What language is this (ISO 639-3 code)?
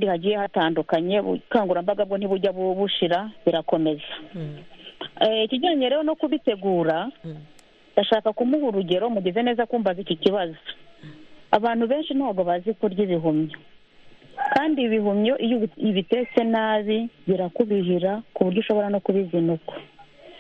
kin